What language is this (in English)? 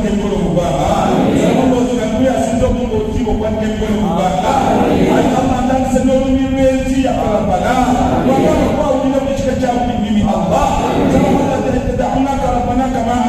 Swahili